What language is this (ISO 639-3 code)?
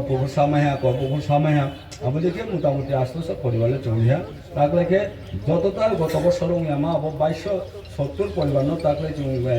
ria